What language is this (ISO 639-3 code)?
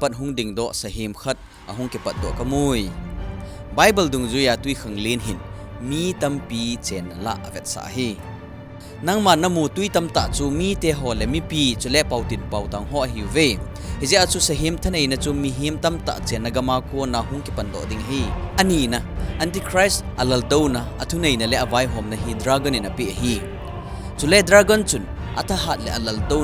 tcz